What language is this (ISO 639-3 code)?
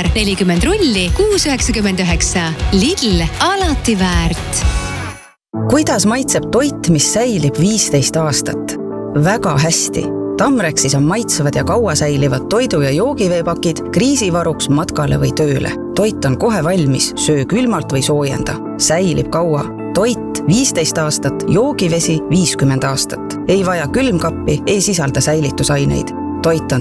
est